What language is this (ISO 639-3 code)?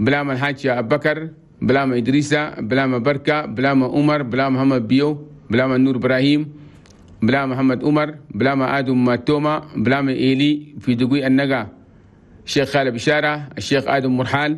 shu